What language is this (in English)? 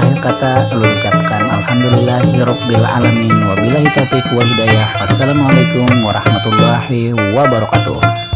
Banjar